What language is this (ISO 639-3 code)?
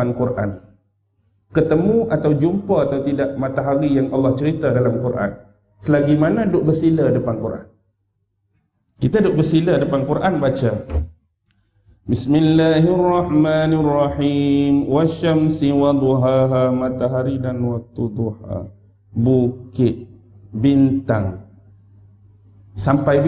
msa